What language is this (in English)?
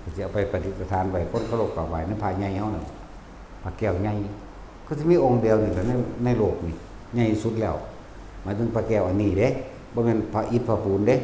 Lao